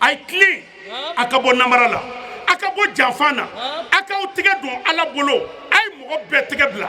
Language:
Bambara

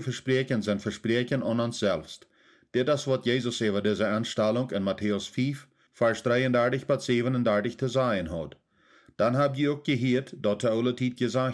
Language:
Plautdietsch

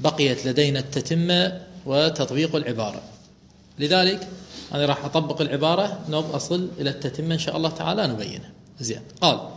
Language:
Mesopotamian Arabic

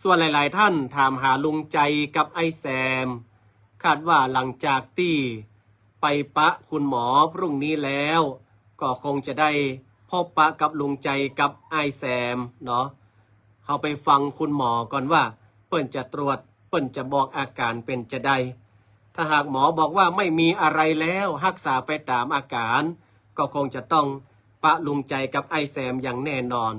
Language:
Northern Thai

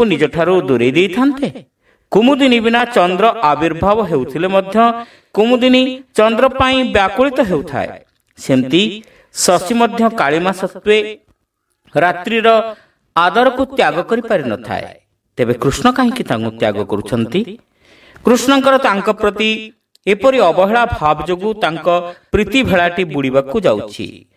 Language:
Odia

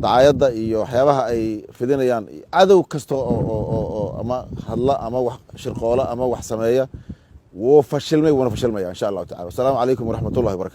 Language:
Somali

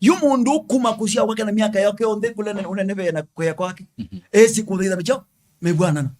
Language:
Kamba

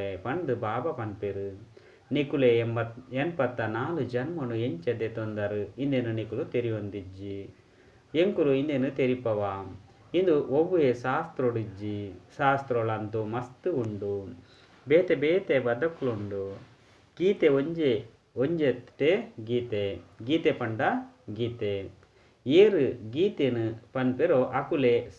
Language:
Tulu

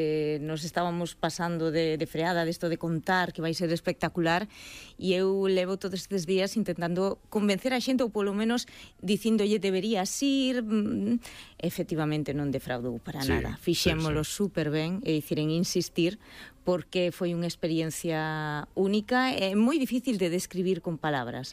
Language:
Galician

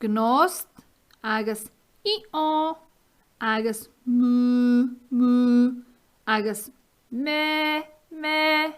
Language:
Scottish Gaelic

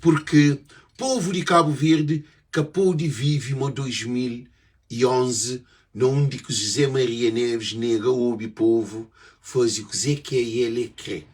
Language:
Kabuverdianu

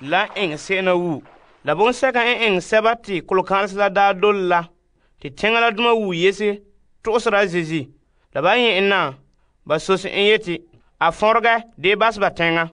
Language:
Frafra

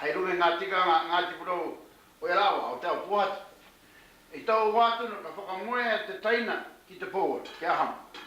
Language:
Māori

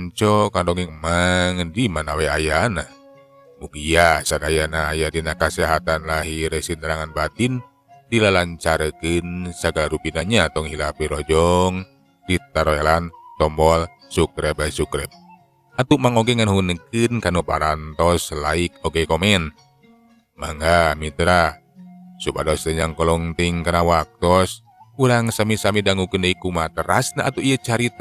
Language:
Sundanese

